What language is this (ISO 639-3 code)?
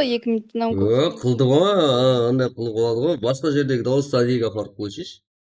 kaa